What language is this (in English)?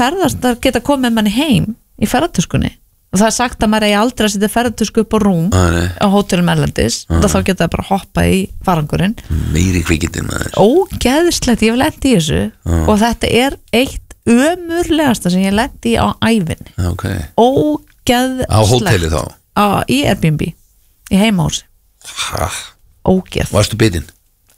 Icelandic